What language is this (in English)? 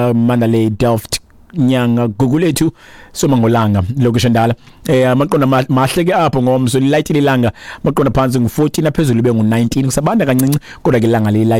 Xhosa